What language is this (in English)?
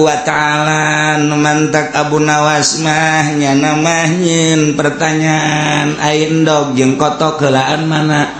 Sundanese